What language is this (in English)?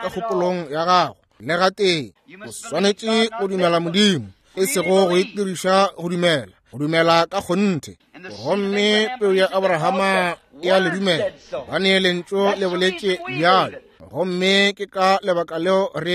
Northern Sotho